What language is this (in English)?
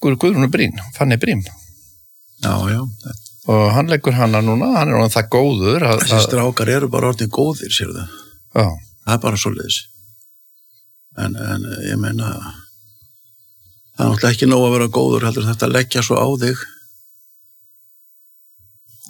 Icelandic